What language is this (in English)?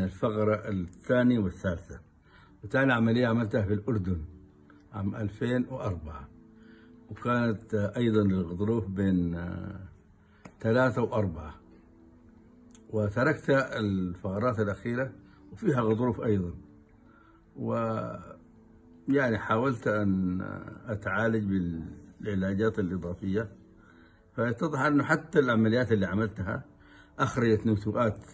Arabic